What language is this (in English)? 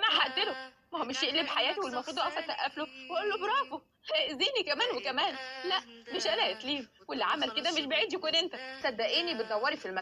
Egyptian Arabic